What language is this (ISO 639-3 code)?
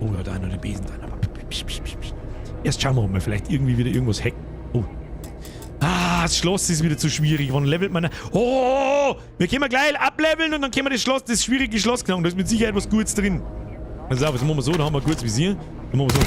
bar